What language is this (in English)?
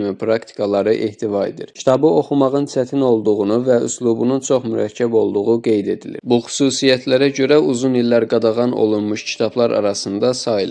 Azerbaijani